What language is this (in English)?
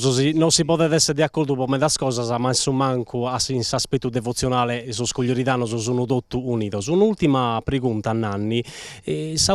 Sardinian